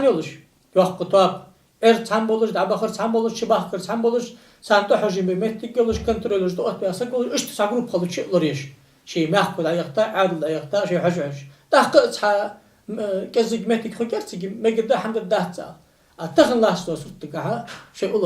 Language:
Ingush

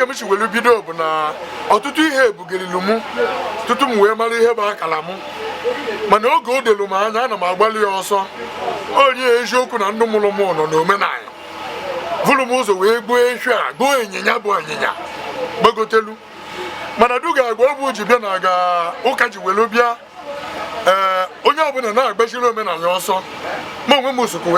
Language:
Igbo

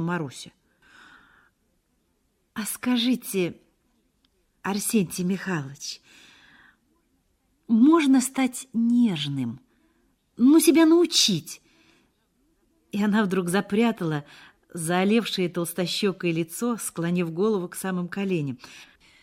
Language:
Russian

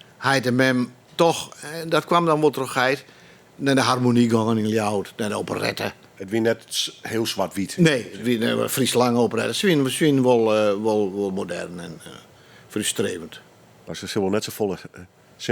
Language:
Western Frisian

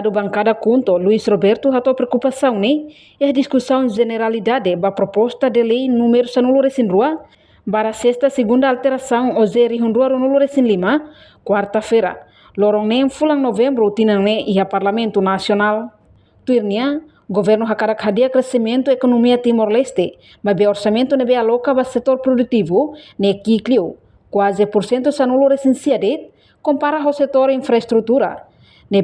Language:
Tetum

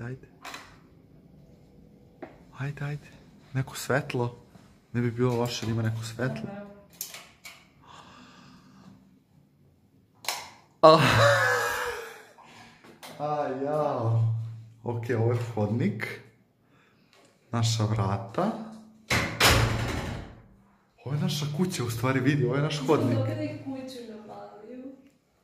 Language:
Serbian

